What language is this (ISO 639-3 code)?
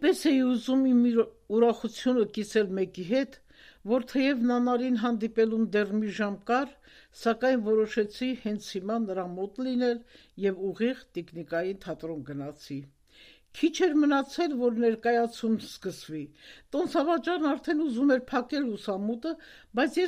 hye